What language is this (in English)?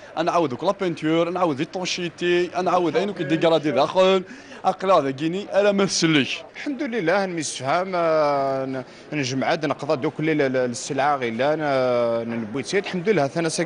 Kabyle